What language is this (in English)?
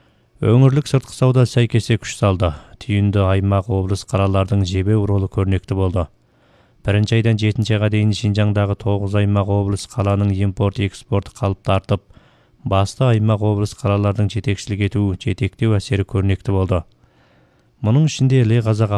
Kazakh